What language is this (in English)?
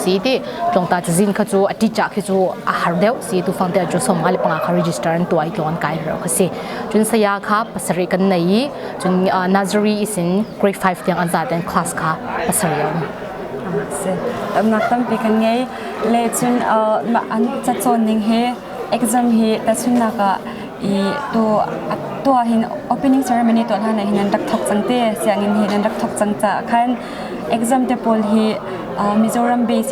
Hakha Chin